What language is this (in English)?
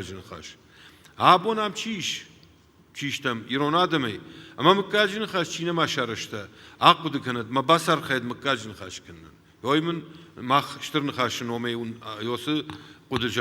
Ossetic